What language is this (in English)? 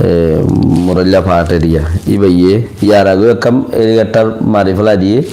Rohingya